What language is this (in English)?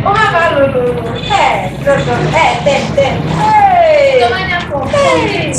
Ewe